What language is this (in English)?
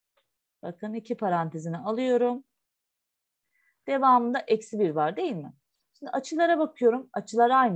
Turkish